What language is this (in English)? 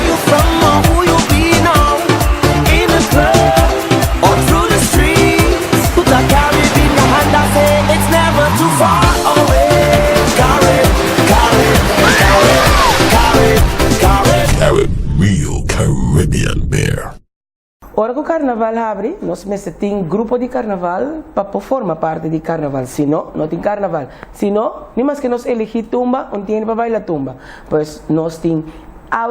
Papiamento